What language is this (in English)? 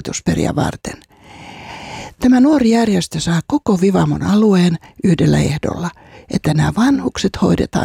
Finnish